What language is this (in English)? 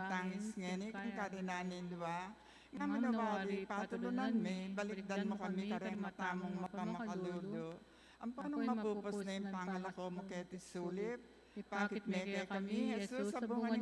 Pampanga